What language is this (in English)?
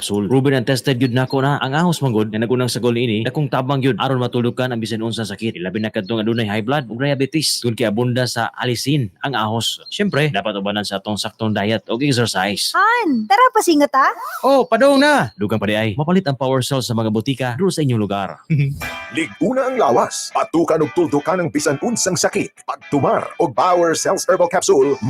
Cebuano